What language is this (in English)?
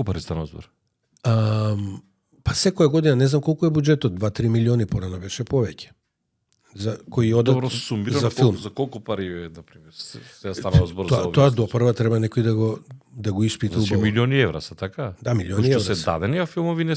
Macedonian